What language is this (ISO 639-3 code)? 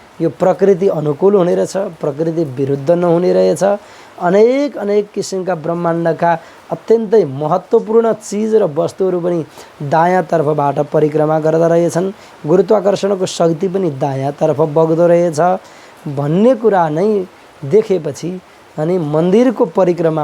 nep